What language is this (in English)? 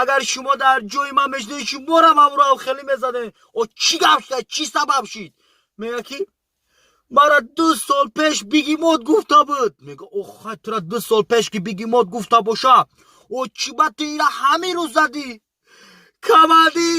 Tajik